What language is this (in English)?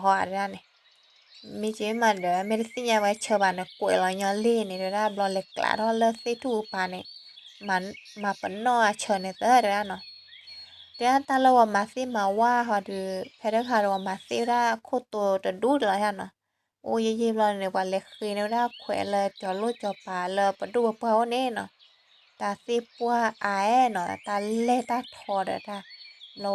S'gaw Karen